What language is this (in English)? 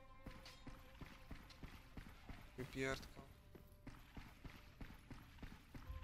Polish